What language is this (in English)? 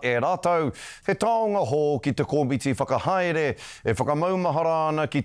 Māori